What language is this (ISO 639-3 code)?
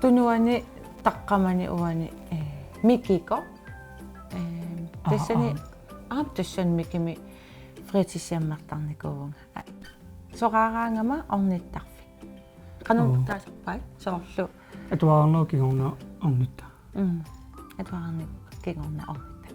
kal